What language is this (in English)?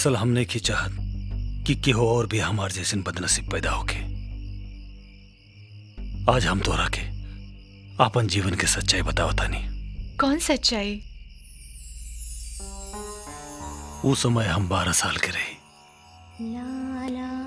Bhojpuri